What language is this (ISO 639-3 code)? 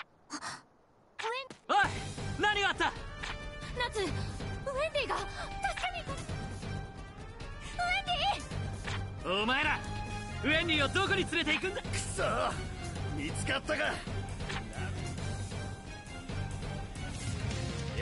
jpn